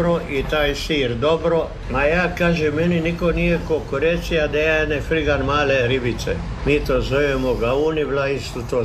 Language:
Croatian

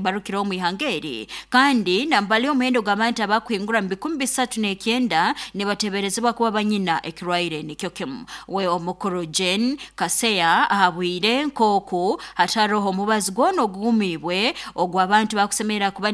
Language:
Nyoro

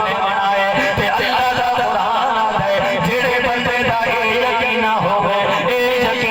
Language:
Saraiki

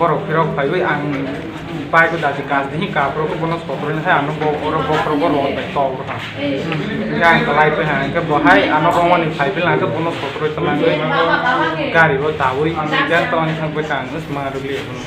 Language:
Riang (India)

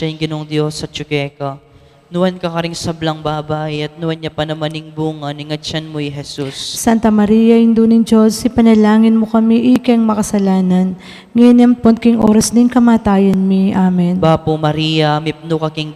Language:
Pampanga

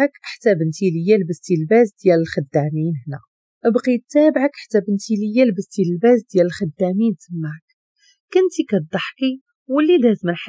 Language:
Moroccan Arabic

